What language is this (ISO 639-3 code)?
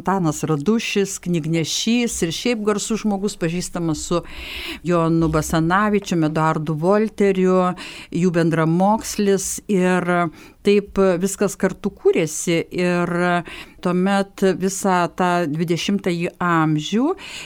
lit